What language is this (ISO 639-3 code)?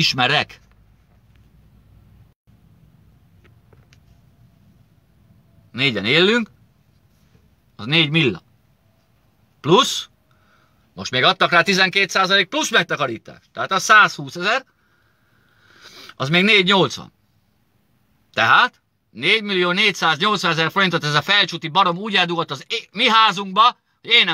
hun